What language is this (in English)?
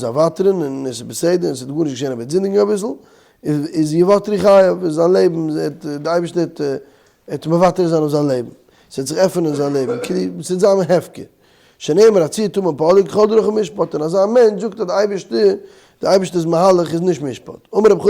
Yiddish